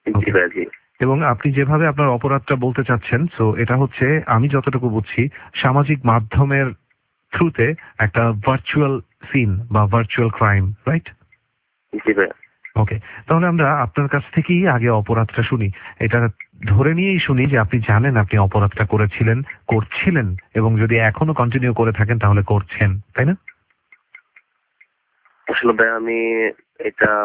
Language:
Bangla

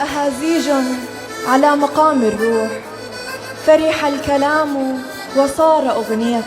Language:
North Levantine Arabic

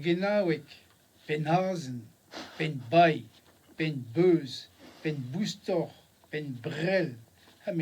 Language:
Breton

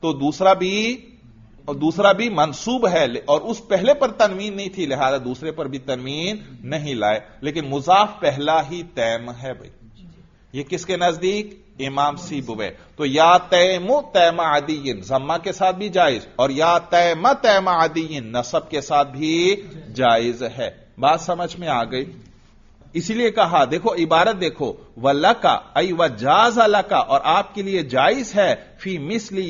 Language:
Urdu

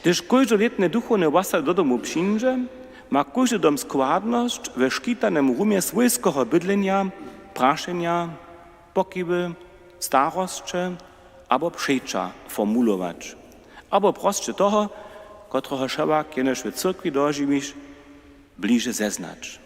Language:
Upper Sorbian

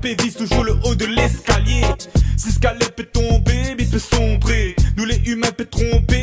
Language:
Réunion Creole French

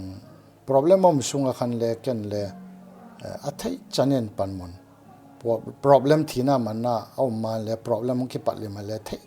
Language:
Paite Chin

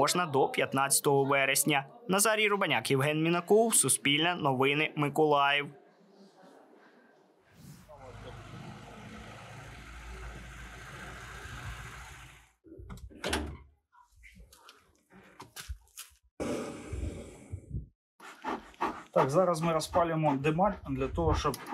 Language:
Ukrainian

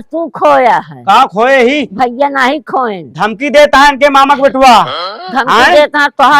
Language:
Awadhi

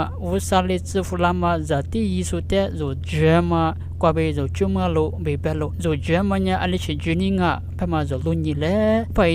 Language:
Lisu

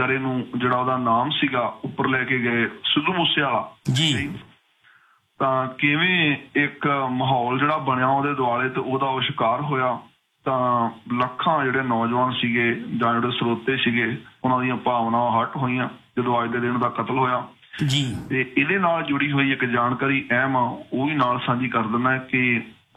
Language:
Punjabi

